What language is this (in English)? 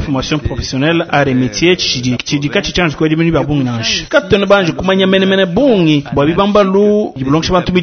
Luba-Lulua